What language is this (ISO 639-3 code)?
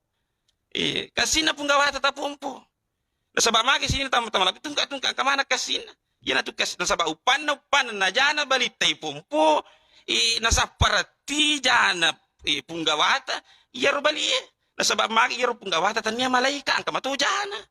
bug